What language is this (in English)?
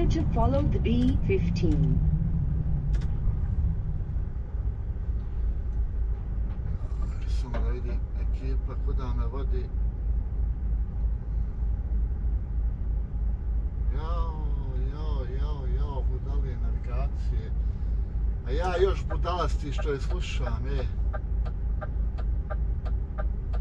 Croatian